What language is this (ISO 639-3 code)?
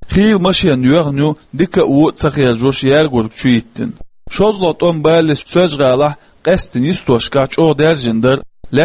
che